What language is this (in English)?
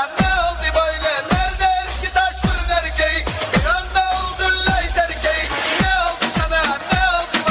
Kara-Kalpak